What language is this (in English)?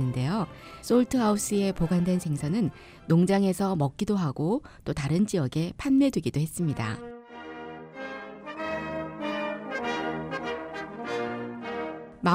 Korean